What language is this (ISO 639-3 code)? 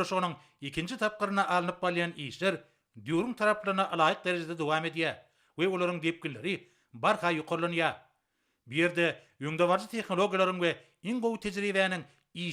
tuk